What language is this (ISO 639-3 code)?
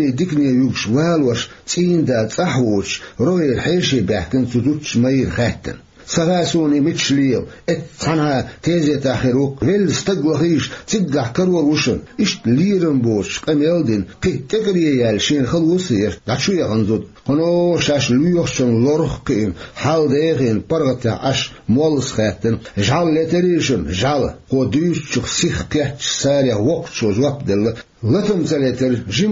che